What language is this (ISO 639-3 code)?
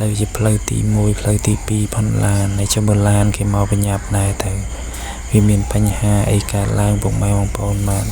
khm